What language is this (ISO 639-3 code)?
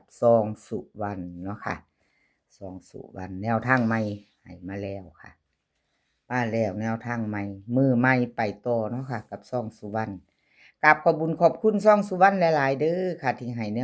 tts